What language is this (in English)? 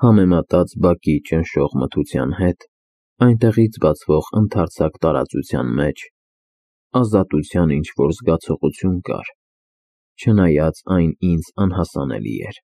Armenian